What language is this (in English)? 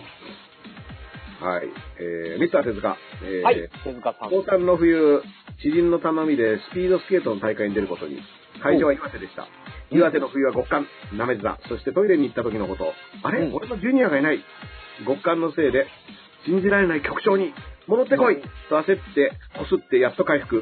Japanese